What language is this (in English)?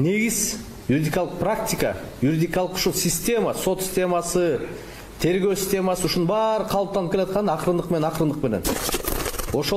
Kyrgyz